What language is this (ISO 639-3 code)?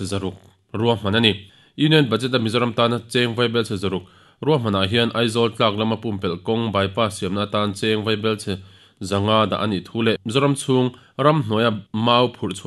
lus